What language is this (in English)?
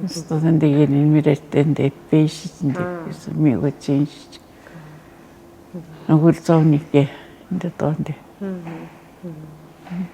Atikamekw